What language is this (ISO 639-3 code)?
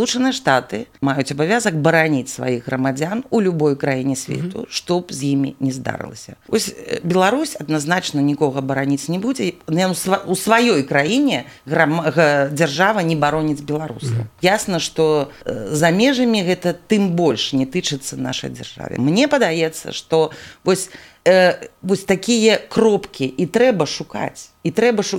bel